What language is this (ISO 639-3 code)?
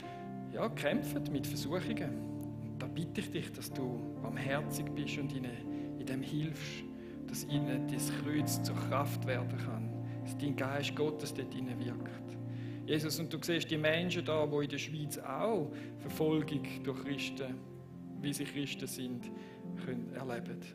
gsw